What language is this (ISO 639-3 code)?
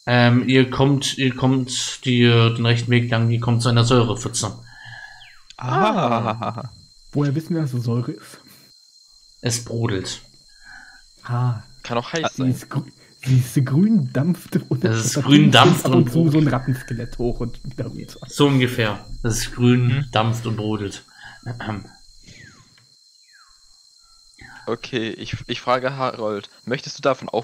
deu